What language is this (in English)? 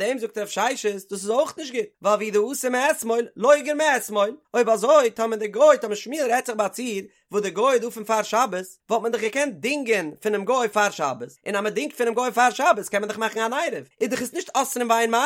Yiddish